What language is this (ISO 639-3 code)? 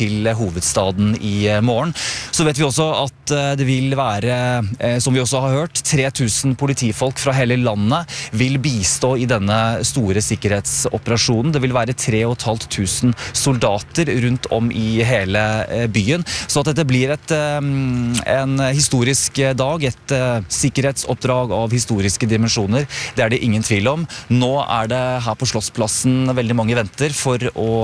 nor